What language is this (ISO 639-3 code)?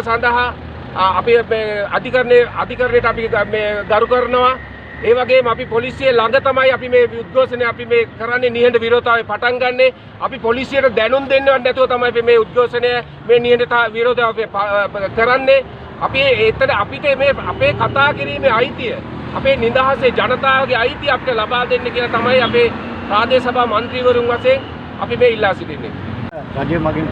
sin